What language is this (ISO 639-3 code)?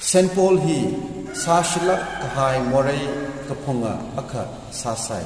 nmf